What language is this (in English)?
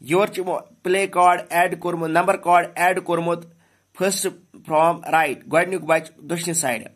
Kashmiri